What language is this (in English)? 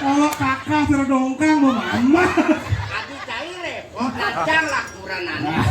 Balinese